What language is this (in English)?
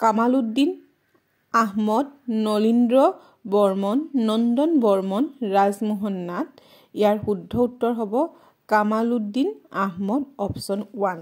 Assamese